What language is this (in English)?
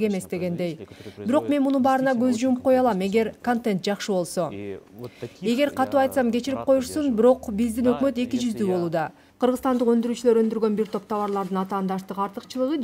Kyrgyz